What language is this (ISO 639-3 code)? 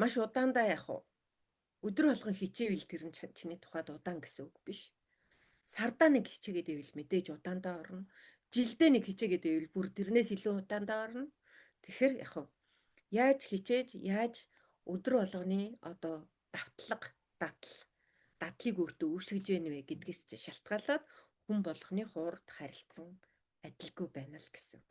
mon